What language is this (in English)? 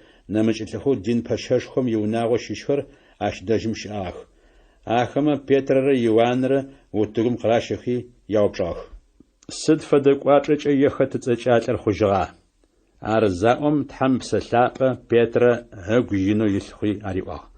Adyghe